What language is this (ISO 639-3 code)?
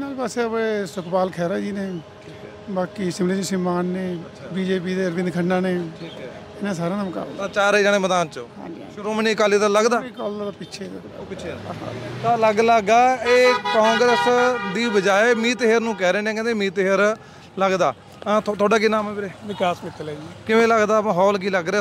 pan